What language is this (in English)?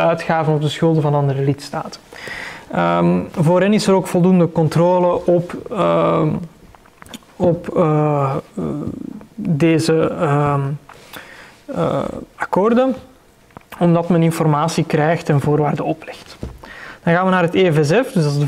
Dutch